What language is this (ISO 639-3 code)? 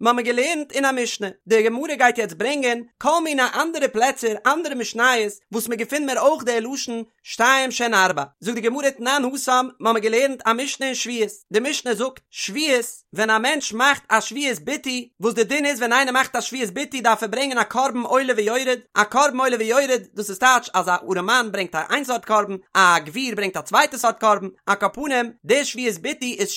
yid